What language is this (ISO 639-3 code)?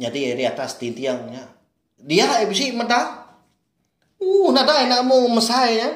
iba